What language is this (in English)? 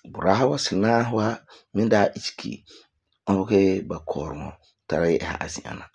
Frafra